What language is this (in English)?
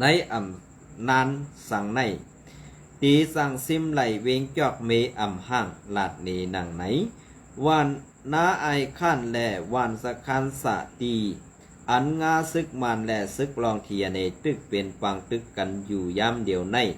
Shan